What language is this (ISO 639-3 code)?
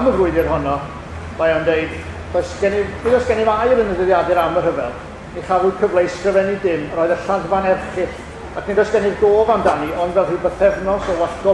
cym